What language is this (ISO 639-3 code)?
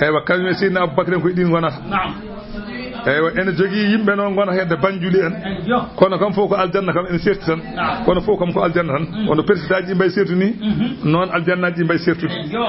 ful